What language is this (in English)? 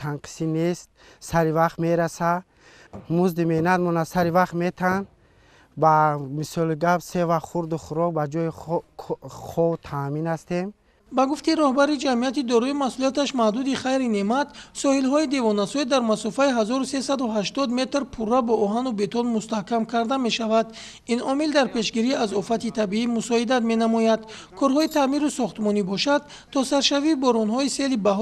Tajik